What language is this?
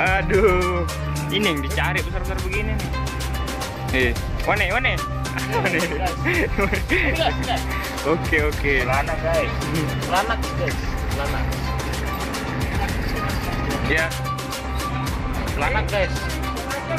Indonesian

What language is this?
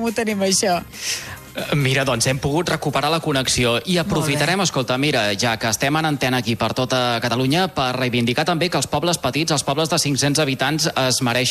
Catalan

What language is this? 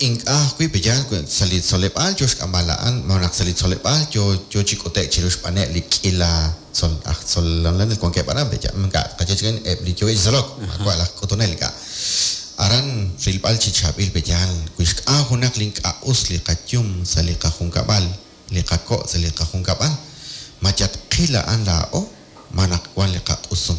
Kekchí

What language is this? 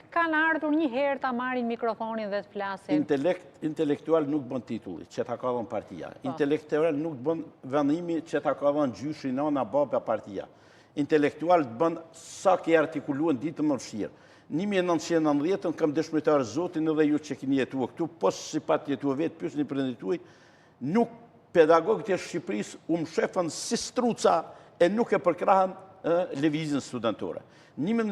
Albanian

